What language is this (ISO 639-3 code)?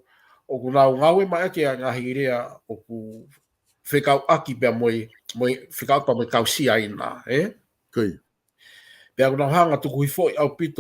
ton